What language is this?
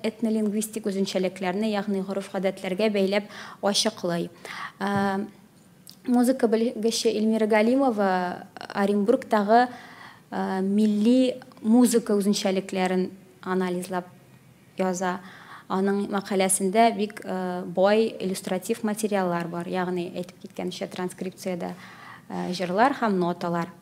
Tatar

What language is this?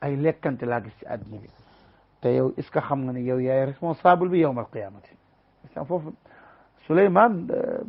Wolof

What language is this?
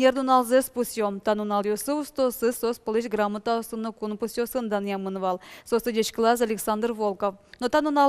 Udmurt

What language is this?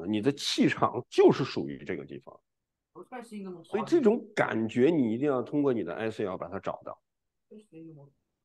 Chinese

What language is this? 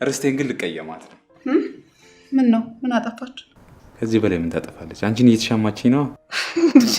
Amharic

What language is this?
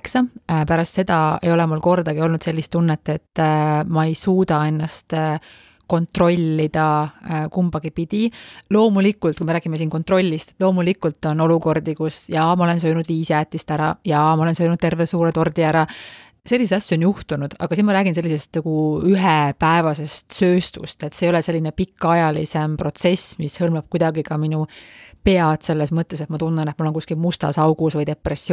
Estonian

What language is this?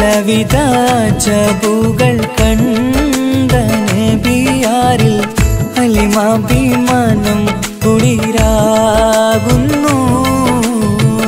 Malayalam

